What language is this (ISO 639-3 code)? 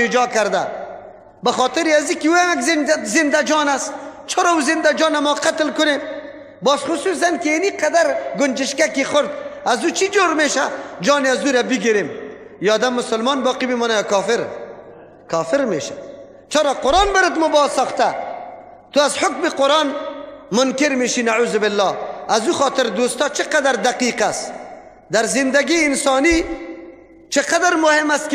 fas